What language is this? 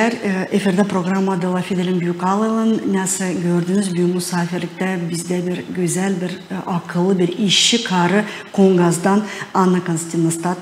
Gagauz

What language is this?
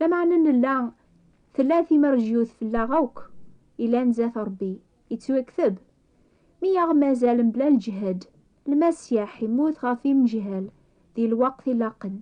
Kabyle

